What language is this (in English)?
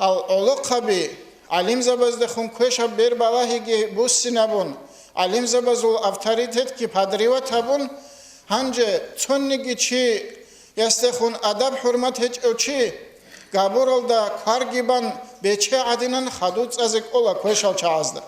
Avaric